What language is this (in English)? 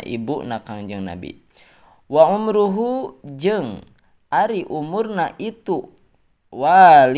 Sundanese